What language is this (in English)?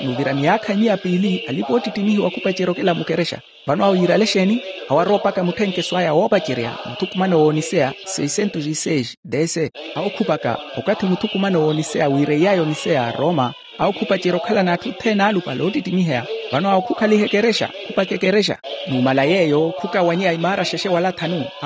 Makhuwa